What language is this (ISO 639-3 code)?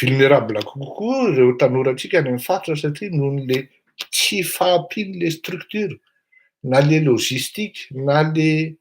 mlg